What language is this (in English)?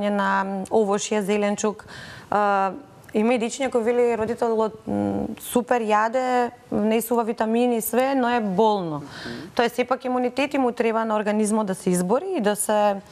Macedonian